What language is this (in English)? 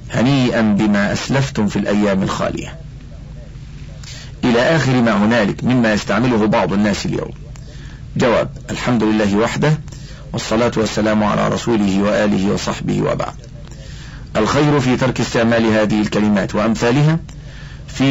Arabic